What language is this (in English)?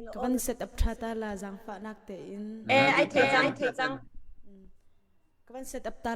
Hakha Chin